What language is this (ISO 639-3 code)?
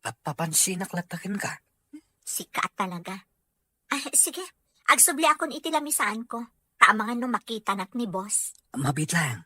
ilo